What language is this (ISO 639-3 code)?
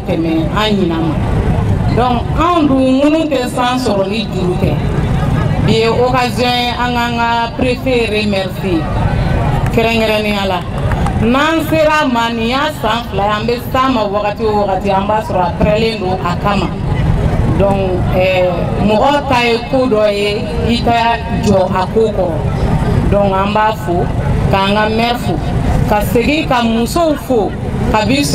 bam